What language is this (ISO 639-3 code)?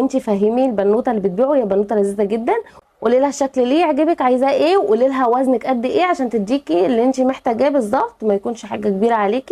arz